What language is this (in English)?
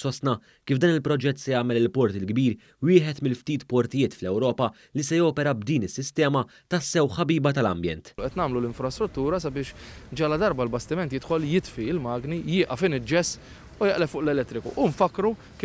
Maltese